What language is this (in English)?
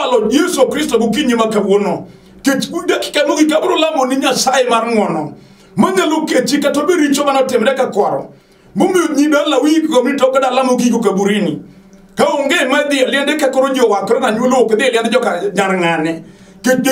Luo (Kenya and Tanzania)